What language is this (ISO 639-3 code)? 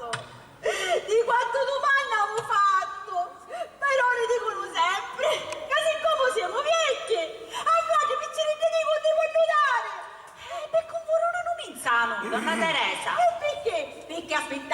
scn